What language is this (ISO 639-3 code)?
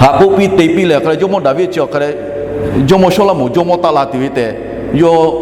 lhu